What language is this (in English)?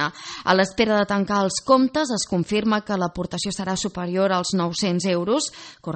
Catalan